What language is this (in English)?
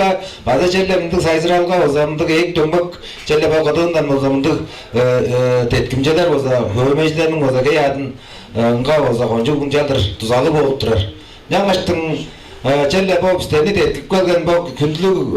Tuvinian